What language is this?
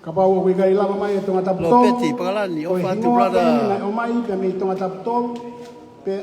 Tongan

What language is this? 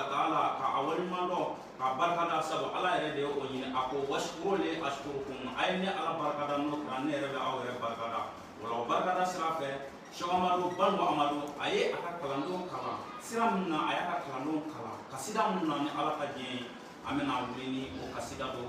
Bambara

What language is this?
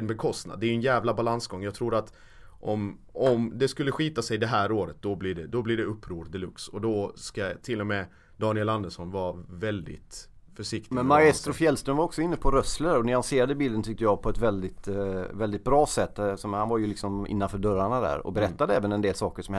Swedish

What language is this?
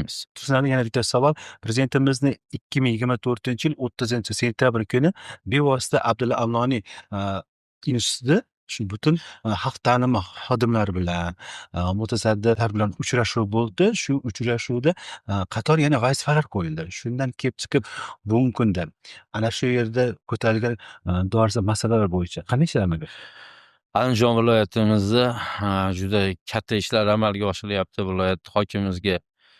Uzbek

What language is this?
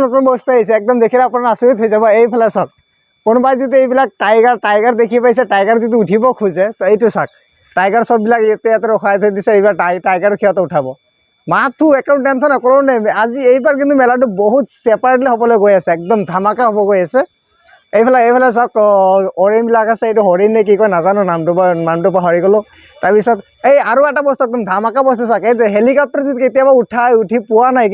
Assamese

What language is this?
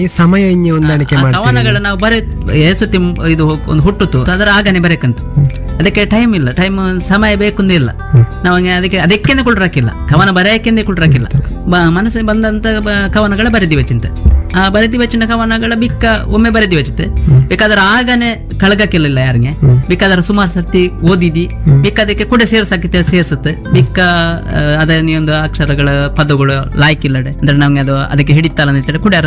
Kannada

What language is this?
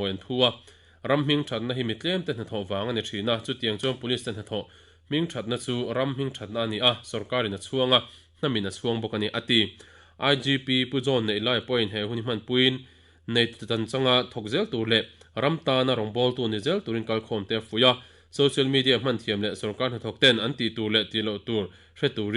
Mizo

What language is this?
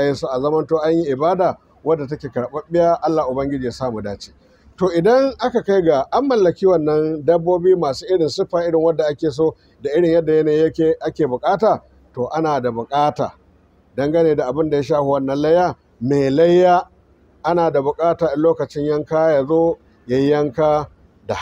Hausa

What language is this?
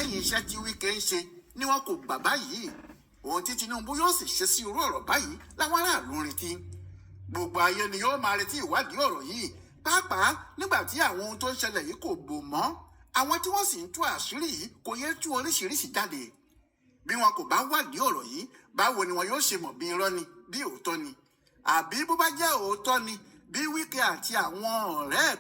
Yoruba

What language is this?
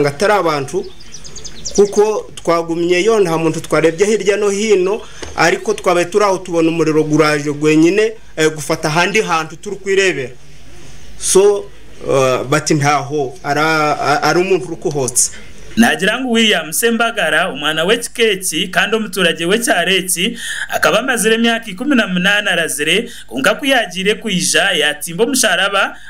Nyankole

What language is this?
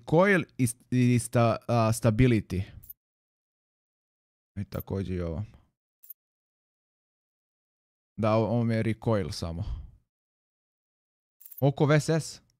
Croatian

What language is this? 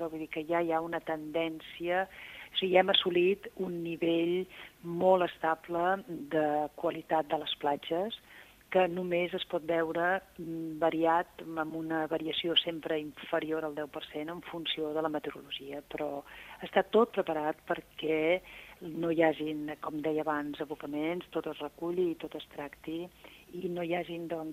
Catalan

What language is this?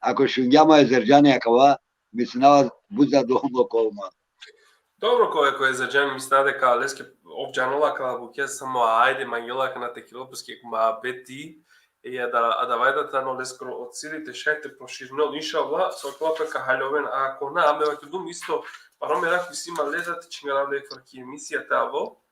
Balkan Romani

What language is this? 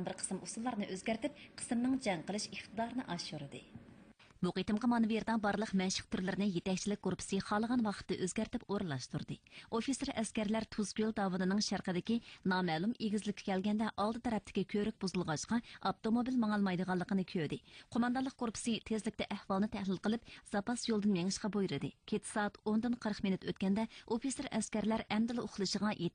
Uyghur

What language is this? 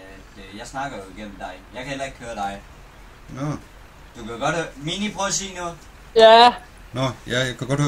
Danish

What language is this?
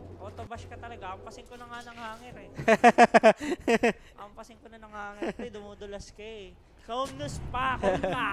Filipino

